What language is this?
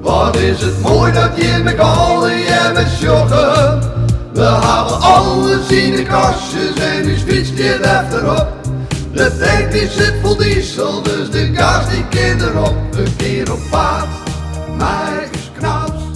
Western Frisian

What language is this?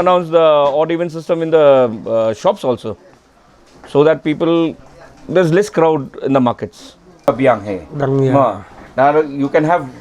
Khasi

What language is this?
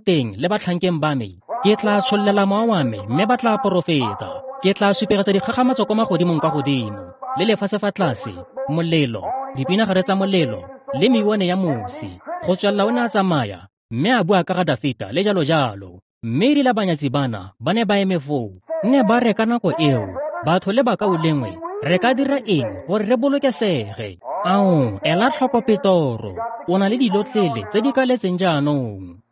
Tswana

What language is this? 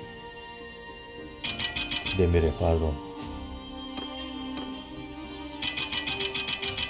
Turkish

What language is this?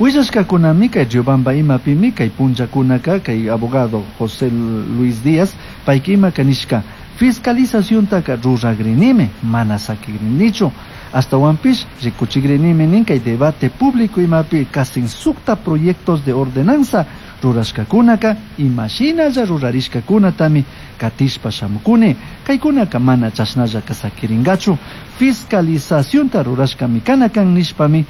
Chimborazo Highland Quichua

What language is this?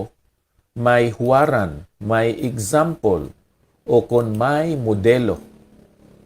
Hiligaynon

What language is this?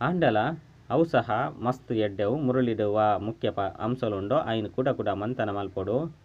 Tulu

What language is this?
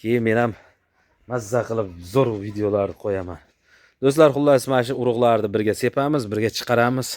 Uzbek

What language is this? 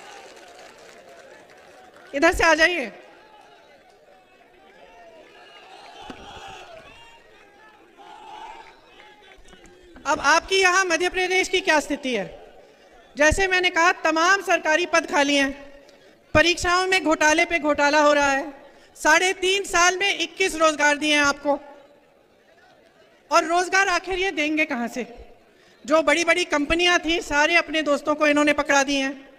Hindi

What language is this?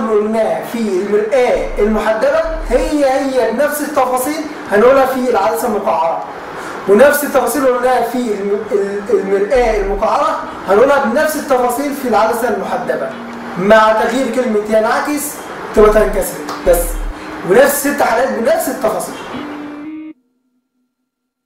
Egyptian Arabic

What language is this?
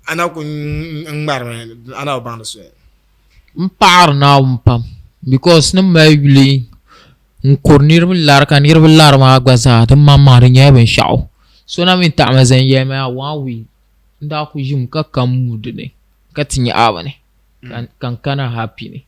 Dagbani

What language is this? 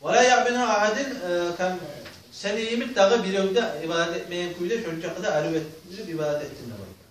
Kumyk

